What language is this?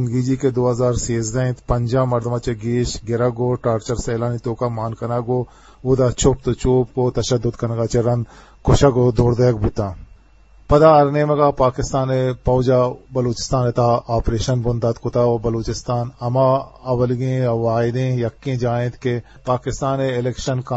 Eastern Balochi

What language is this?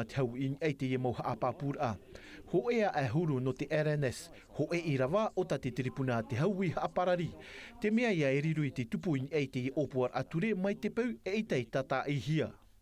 Tahitian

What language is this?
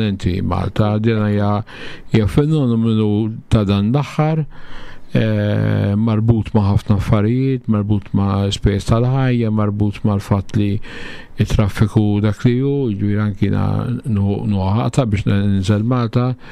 Maltese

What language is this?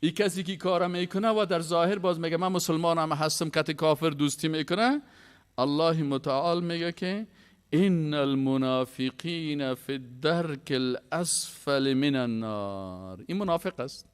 Persian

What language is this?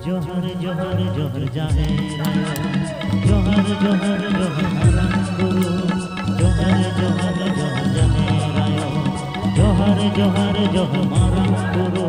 Santali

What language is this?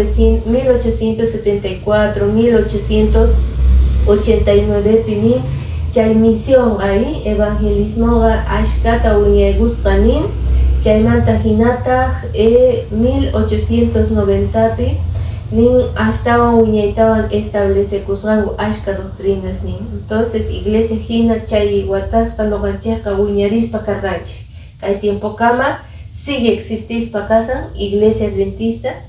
Quechua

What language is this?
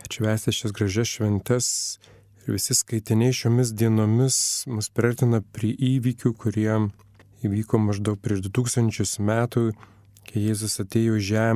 Lithuanian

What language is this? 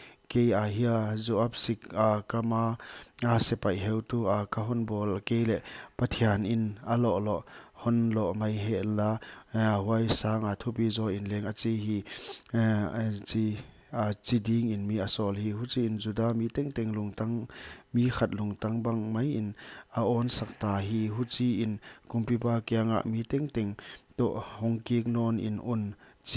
Paite Chin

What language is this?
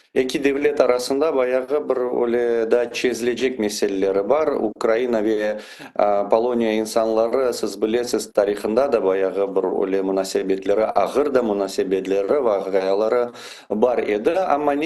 Crimean Tatar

